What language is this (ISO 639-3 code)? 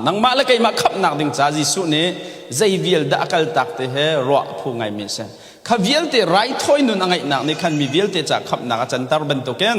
cnh